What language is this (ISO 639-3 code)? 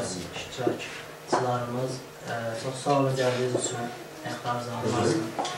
azb